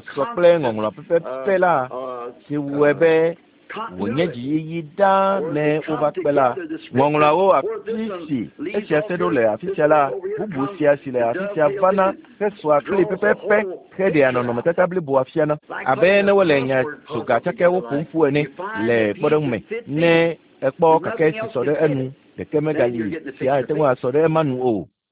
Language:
Ewe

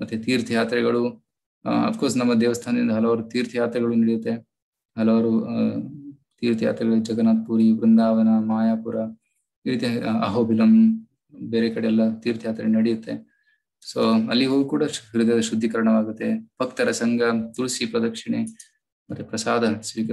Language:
Kannada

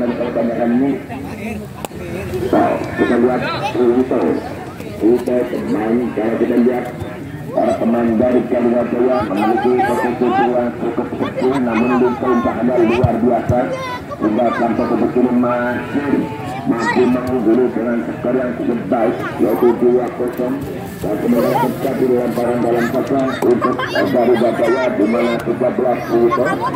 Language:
Indonesian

